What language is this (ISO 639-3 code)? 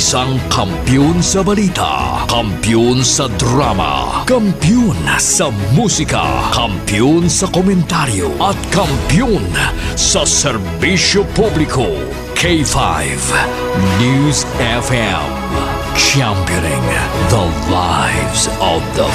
hil